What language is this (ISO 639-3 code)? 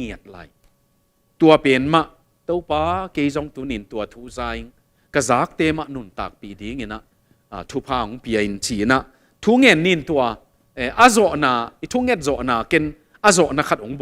ctd